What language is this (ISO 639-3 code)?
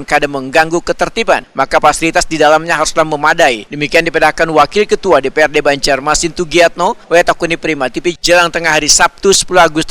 bjn